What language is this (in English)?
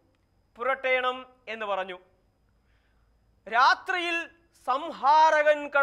Malayalam